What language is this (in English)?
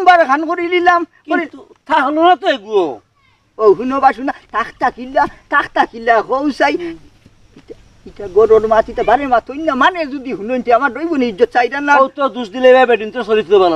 Sylheti